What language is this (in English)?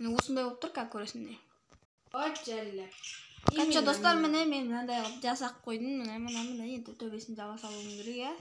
Kazakh